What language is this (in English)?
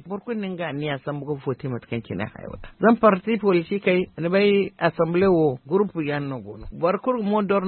Zarma